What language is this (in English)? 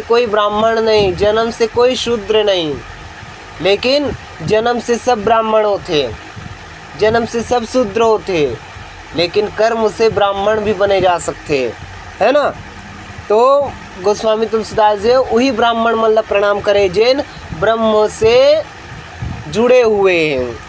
Chhattisgarhi